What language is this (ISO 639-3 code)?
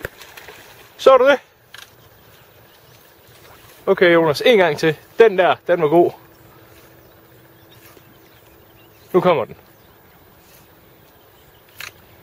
dan